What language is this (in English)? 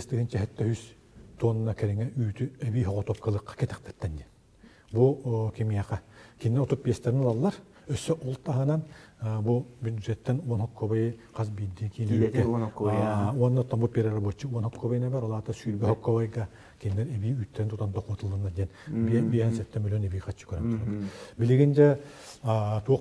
Yakut